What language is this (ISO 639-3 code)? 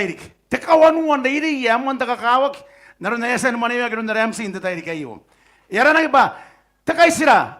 gil